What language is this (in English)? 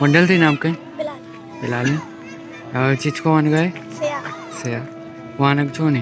Baluchi